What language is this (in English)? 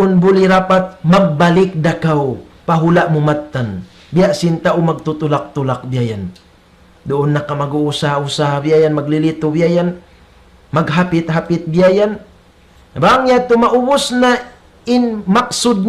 Tausug